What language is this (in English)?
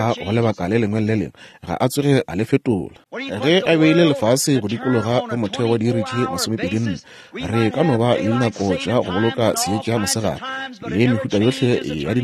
Northern Sotho